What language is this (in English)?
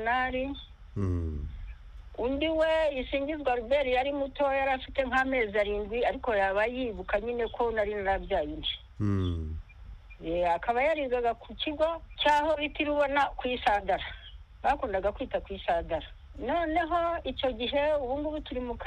Kinyarwanda